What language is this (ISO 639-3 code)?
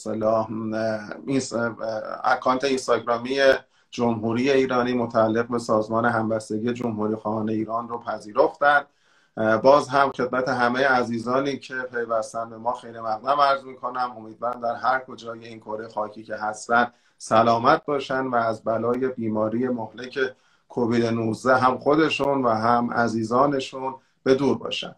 fas